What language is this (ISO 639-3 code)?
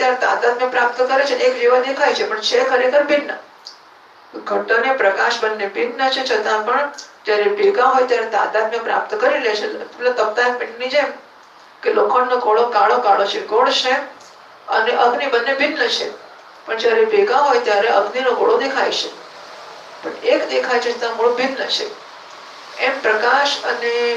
guj